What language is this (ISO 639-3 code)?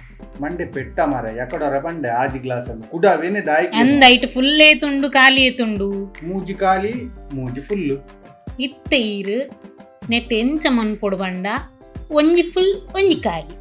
tcy